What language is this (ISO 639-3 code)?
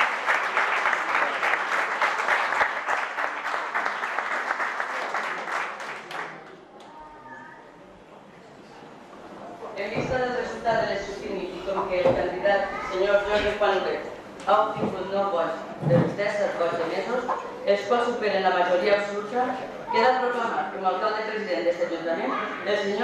cat